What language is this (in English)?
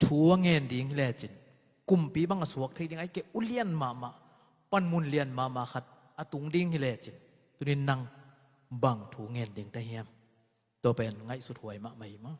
Tedim Chin